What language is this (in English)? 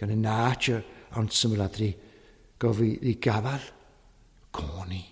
Welsh